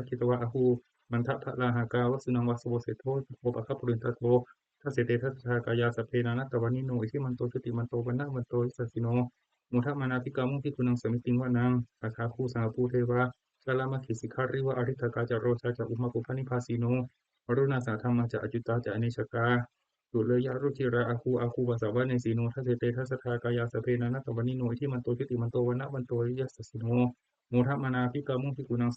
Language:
Pali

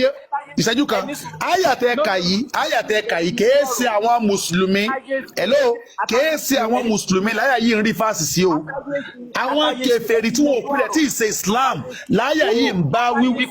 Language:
Yoruba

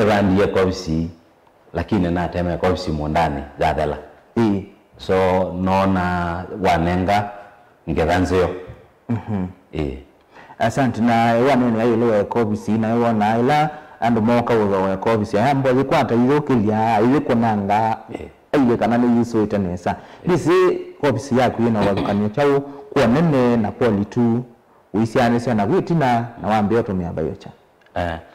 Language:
Kamba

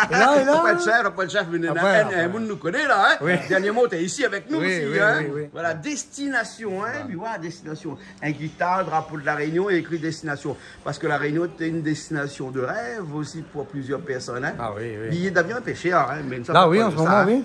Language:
Réunion Creole French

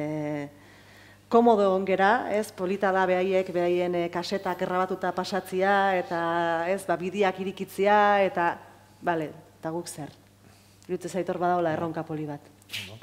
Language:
Basque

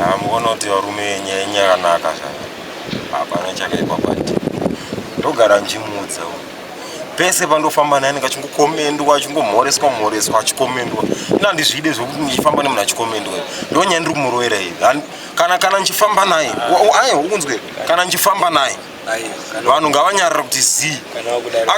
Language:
Shona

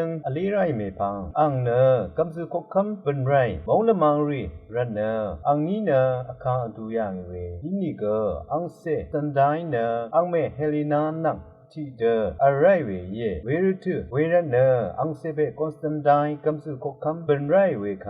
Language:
Rawang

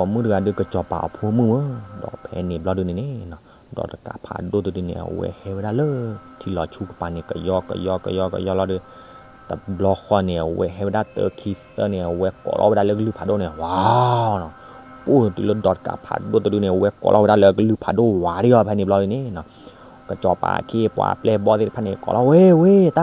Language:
S'gaw Karen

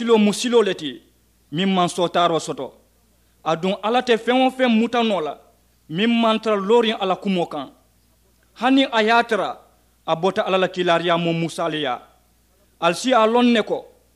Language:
Mandingo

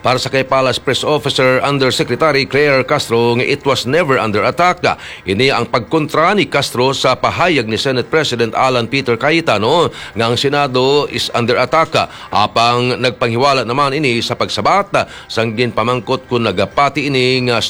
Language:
Hiligaynon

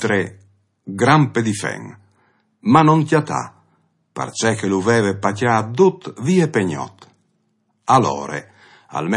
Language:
Friulian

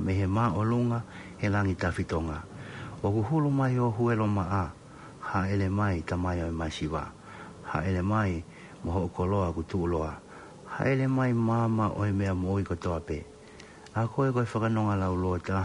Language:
Tongan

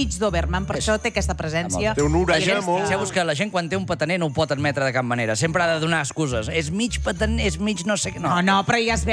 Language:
Catalan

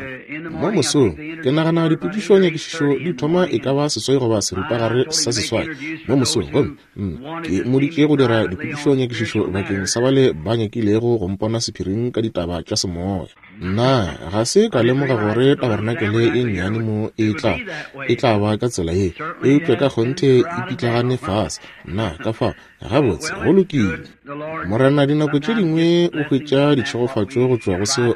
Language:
Northern Sotho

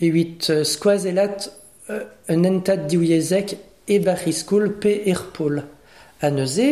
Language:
Breton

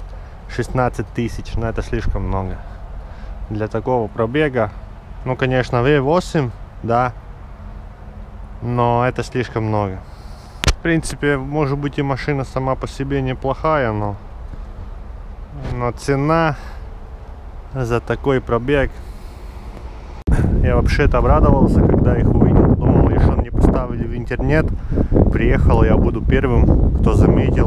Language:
Russian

